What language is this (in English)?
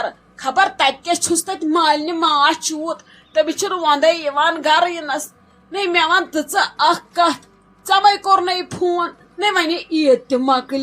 Kashmiri